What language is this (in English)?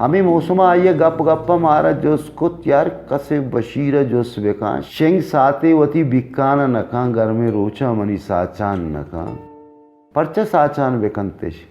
Baluchi